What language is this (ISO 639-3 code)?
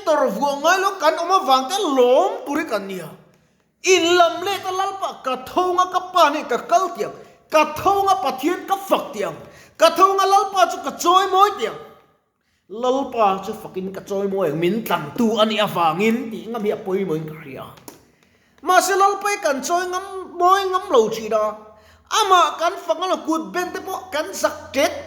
lus